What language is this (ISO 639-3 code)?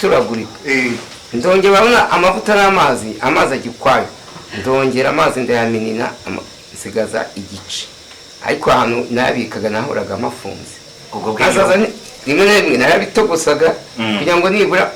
kin